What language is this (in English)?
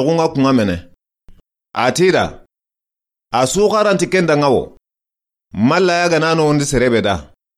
Soninke